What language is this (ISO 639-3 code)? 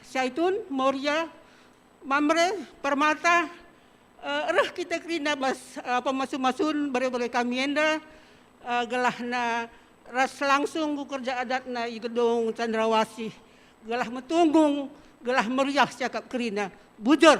btx